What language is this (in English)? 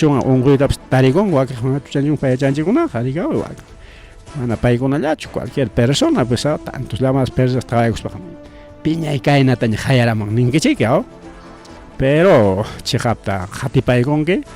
Ayacucho Quechua